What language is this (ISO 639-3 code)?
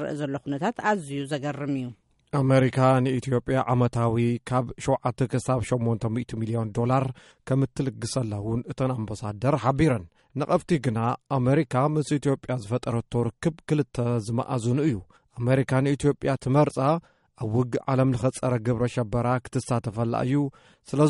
tir